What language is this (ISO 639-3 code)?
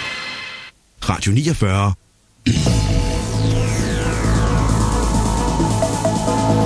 dan